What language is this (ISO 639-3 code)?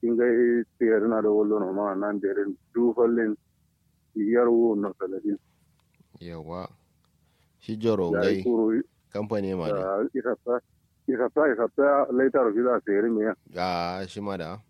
kau